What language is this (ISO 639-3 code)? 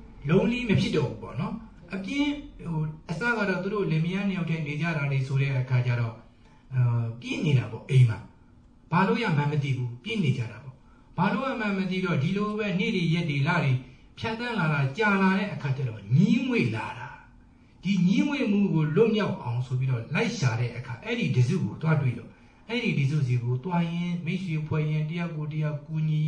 mya